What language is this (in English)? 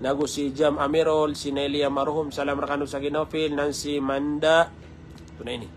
Maranao